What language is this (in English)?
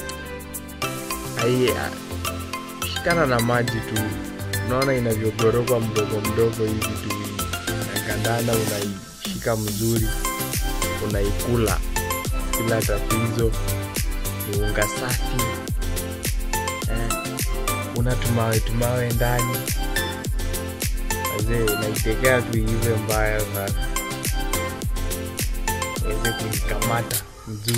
Swahili